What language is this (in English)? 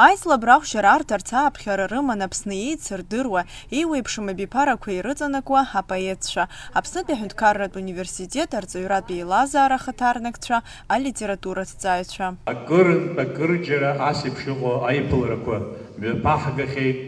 Abkhazian